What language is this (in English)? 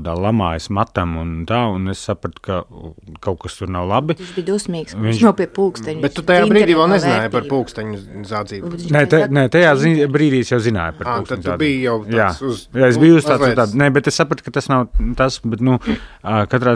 Latvian